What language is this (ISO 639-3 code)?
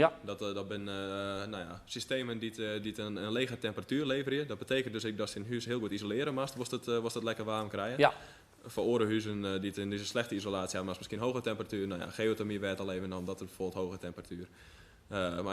fry